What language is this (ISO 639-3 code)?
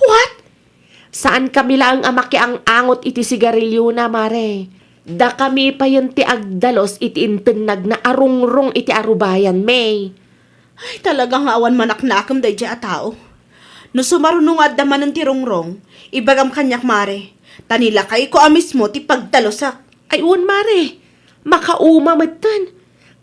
ilo